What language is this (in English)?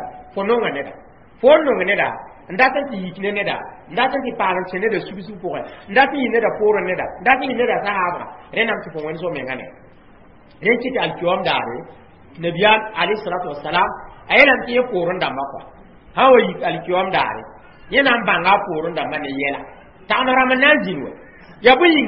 Mossi